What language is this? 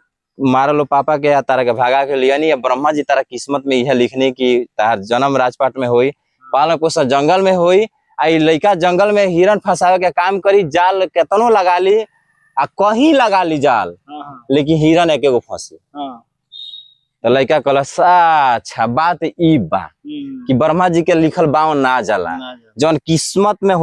Bhojpuri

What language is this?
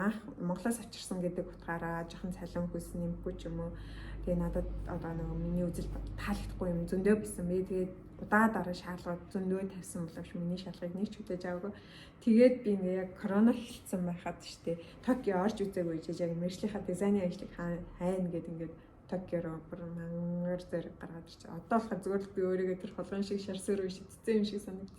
Mongolian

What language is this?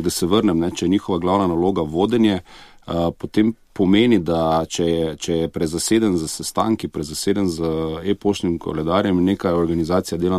Slovenian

